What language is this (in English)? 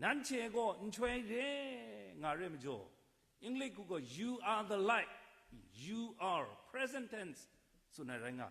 Kachin